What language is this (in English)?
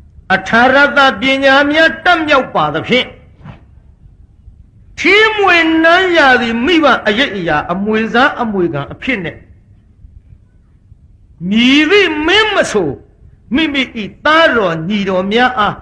Burmese